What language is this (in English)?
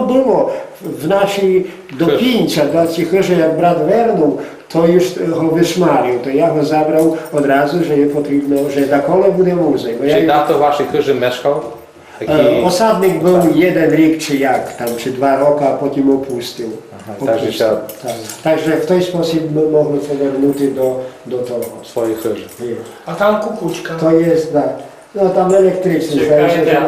Rusyn